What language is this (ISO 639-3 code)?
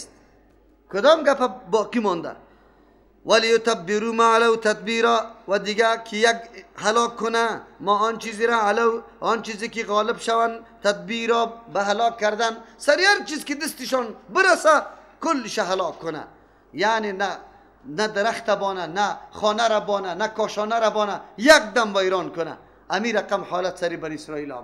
fas